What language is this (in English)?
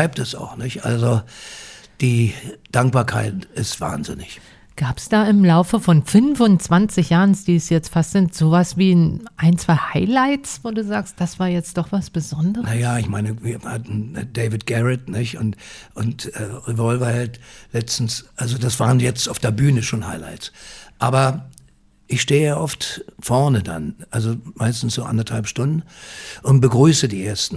German